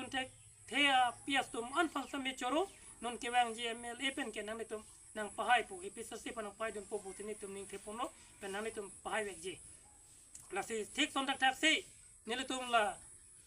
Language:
Karbi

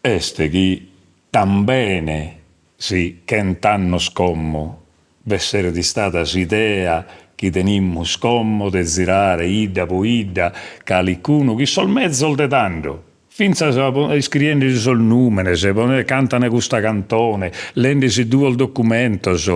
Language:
Sardinian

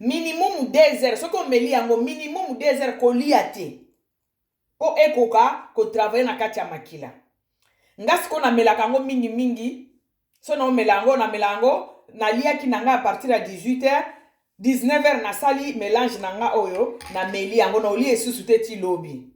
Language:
Lingala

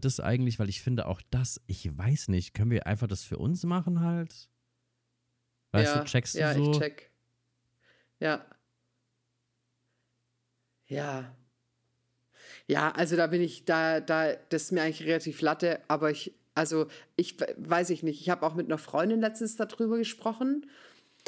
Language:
German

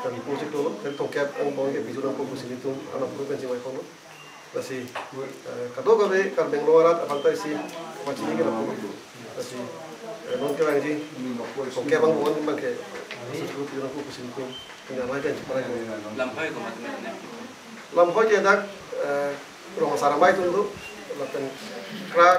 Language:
Karbi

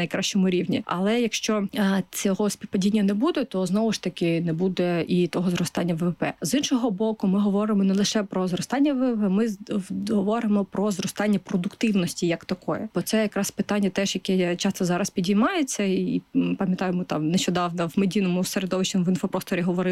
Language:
Ukrainian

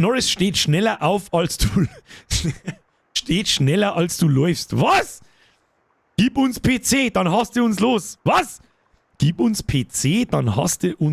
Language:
Bavarian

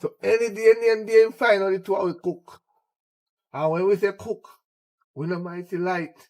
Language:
Jamaican Creole English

